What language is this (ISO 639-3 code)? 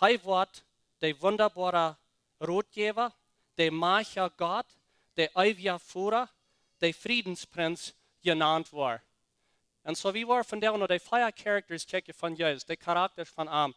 pdt